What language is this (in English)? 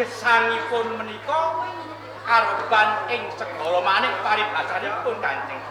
Javanese